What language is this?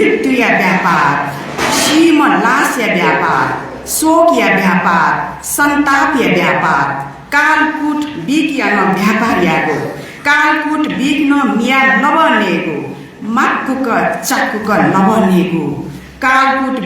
Newari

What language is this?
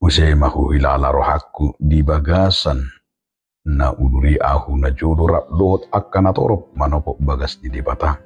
Batak Toba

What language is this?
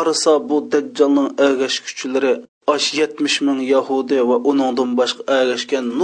Uyghur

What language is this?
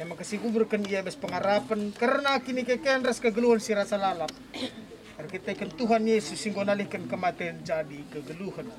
Batak Karo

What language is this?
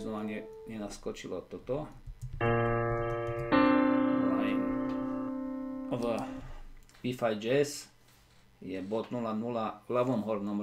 Slovak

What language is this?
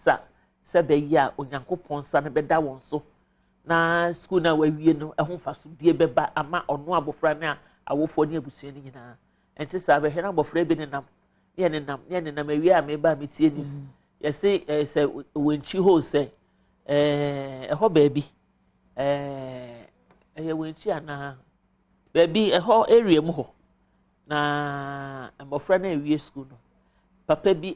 Akan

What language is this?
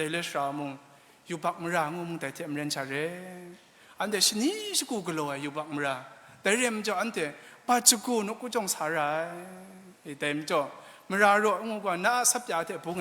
Kachin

